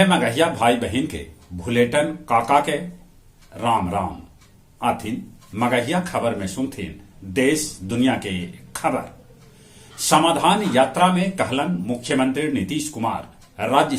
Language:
Magahi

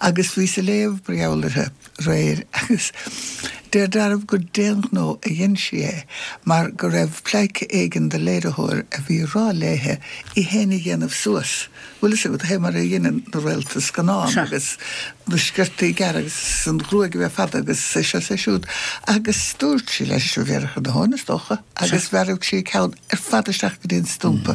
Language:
Irish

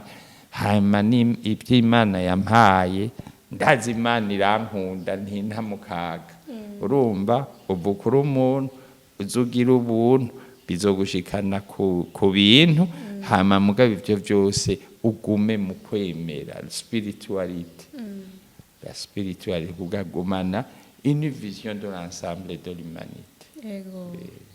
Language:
Rundi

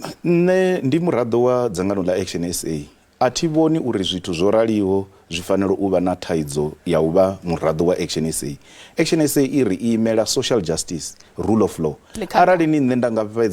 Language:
Venda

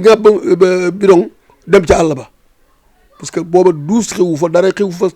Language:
Wolof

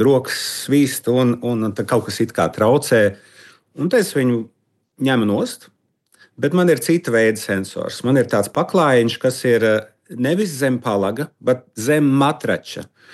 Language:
Latvian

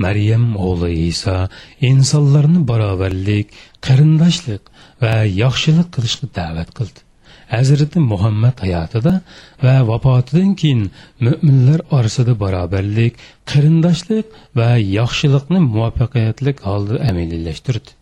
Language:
Uyghur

